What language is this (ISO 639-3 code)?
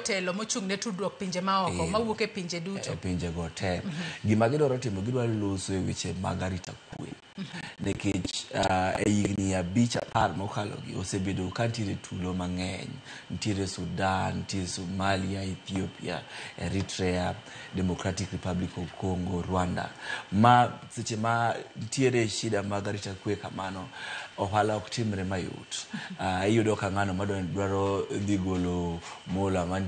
luo